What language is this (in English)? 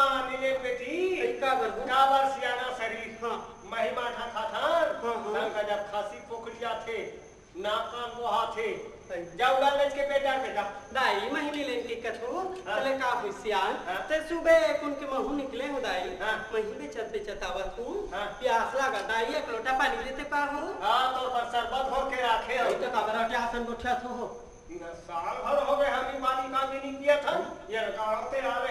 Chhattisgarhi